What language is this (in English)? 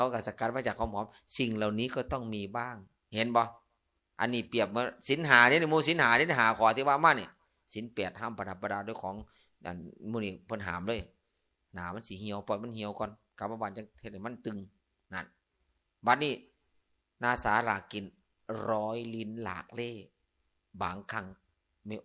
Northeastern Thai